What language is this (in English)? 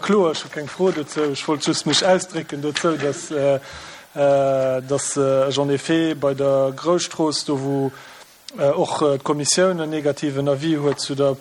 Luxembourgish